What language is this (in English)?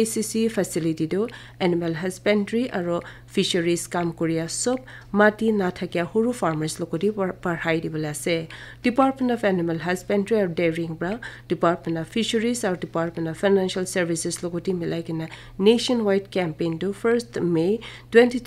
Naga Pidgin